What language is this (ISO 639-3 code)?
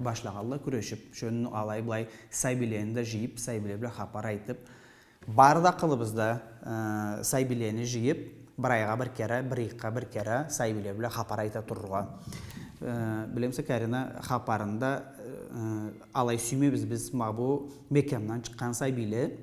krc